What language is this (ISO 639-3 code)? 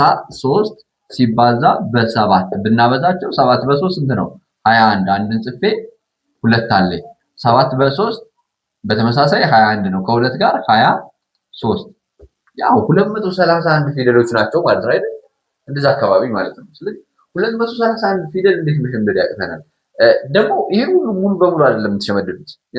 amh